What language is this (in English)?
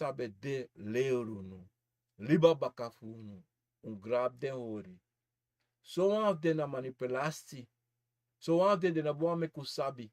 Sranan Tongo